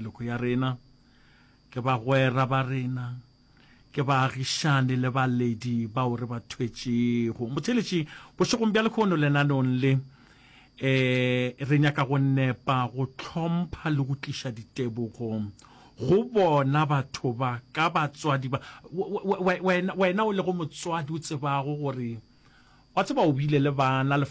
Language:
Northern Sotho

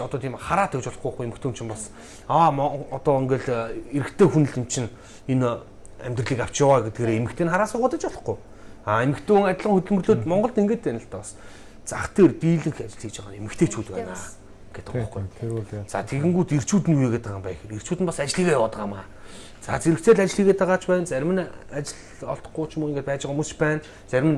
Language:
Mongolian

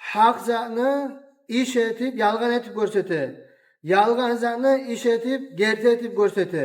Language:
Kumyk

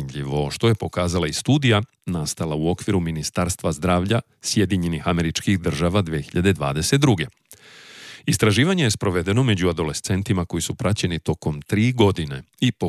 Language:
Serbian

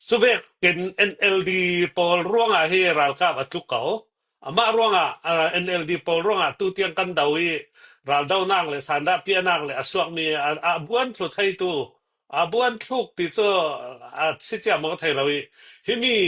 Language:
Falam Chin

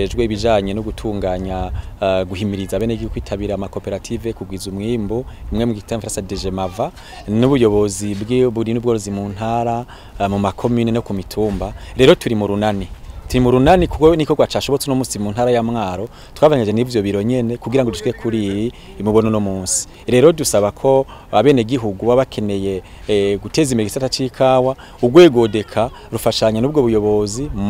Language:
Rundi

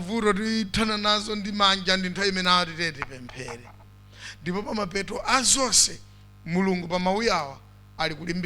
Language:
Nyanja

